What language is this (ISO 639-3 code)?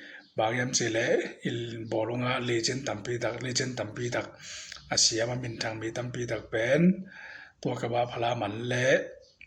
ctd